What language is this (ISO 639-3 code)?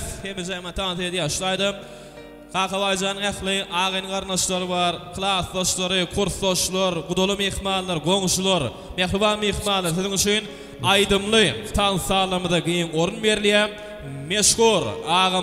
tuk